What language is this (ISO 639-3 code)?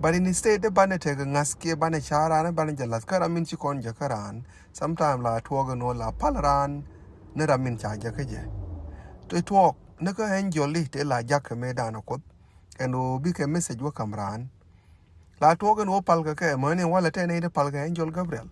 nus